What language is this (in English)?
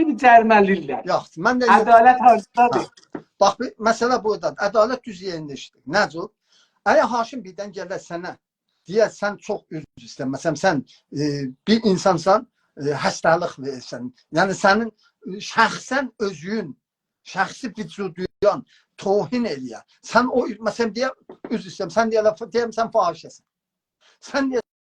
South Azerbaijani